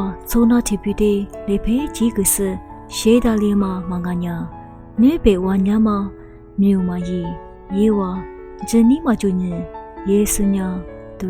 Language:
Lisu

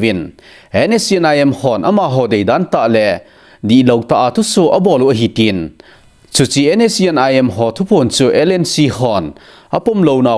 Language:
Thado Chin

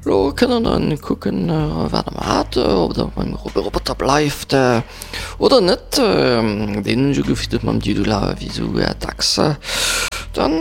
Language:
Luxembourgish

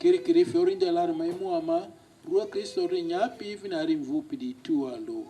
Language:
Lugbara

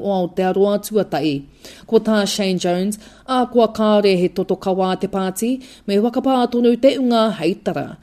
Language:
Māori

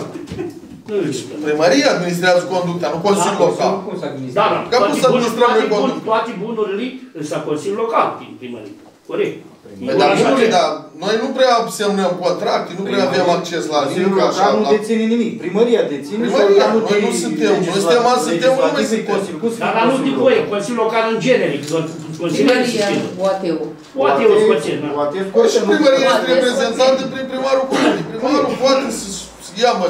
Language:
Romanian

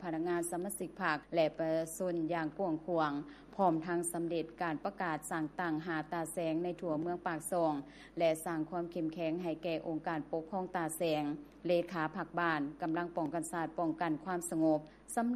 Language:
Lao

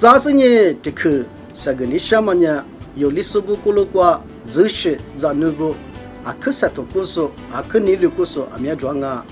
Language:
Lisu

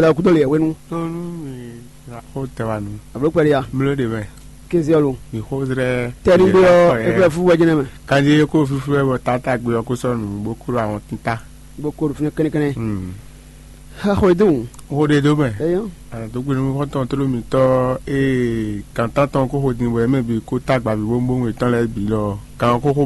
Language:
Fon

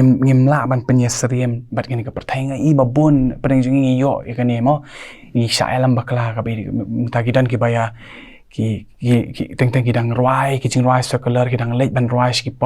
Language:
Khasi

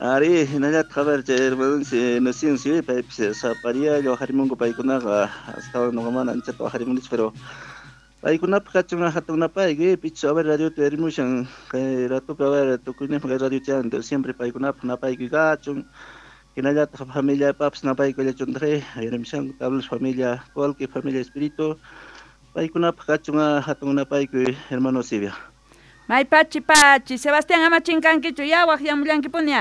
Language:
Quechua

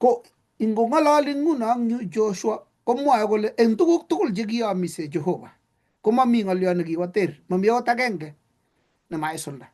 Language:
Kalenjin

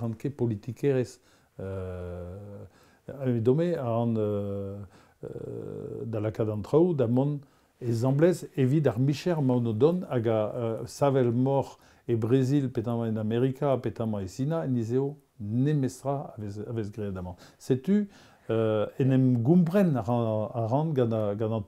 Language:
Breton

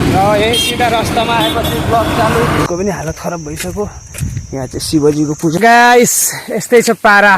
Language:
Nepali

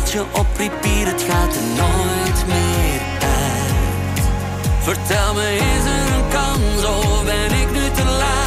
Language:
Dutch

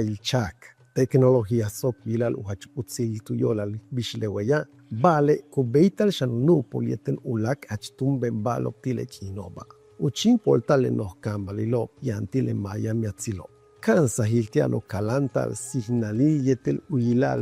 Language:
Yucateco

